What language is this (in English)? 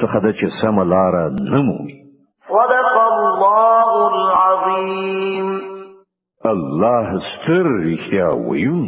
Pashto